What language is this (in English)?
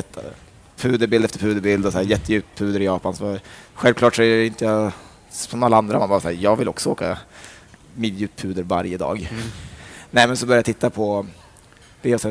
Swedish